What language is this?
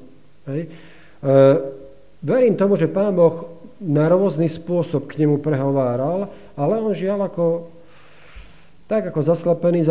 Slovak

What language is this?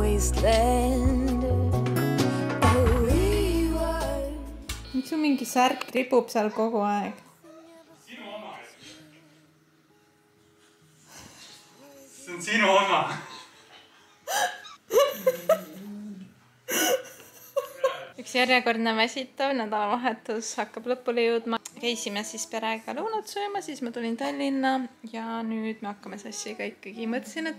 Estonian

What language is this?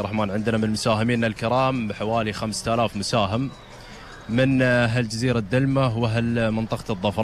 Gulf Arabic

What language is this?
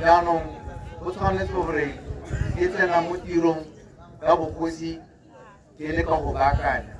Tswana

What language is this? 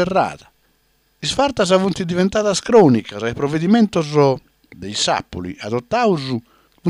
Sardinian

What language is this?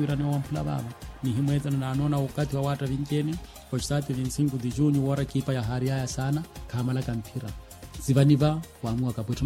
Swahili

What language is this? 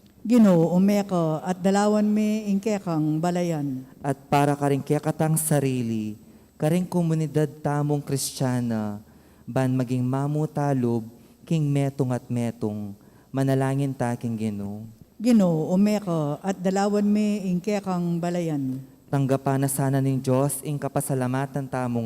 Pampanga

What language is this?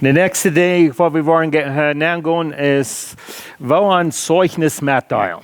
Plautdietsch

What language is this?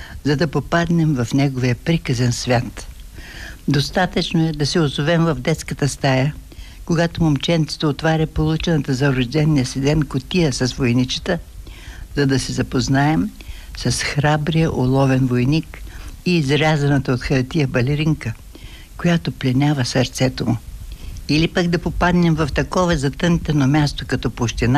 Bulgarian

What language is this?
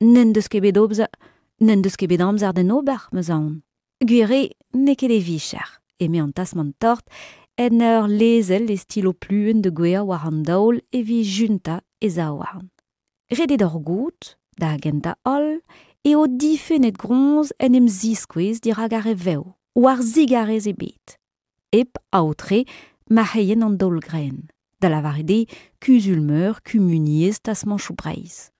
Breton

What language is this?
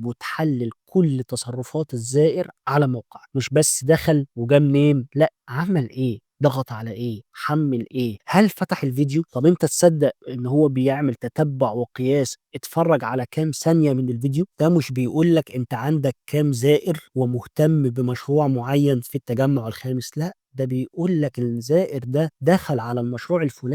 Egyptian Arabic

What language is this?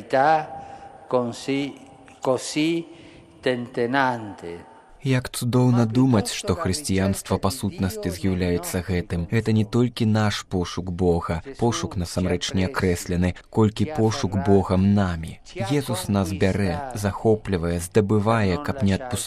Belarusian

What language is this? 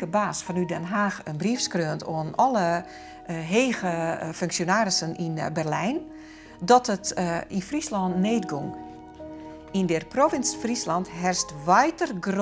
Western Frisian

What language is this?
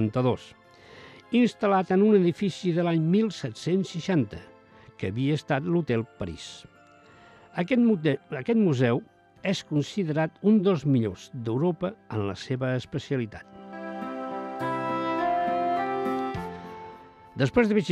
Catalan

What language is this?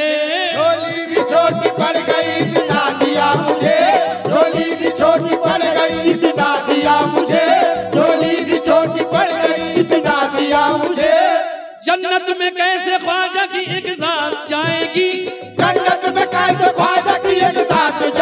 Hindi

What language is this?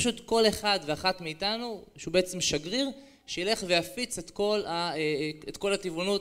Hebrew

